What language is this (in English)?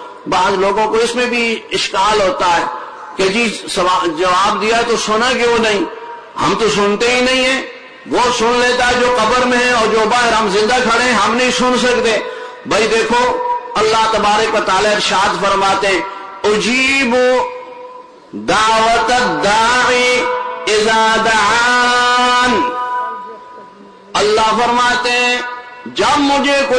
Urdu